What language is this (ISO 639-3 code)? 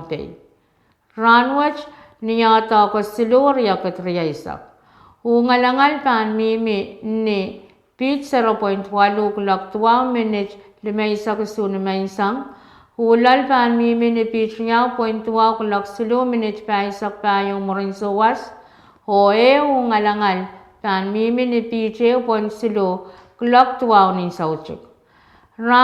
pon